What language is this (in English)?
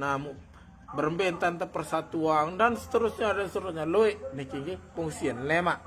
Sasak